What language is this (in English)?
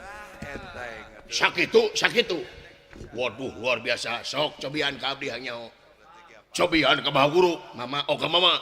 Sundanese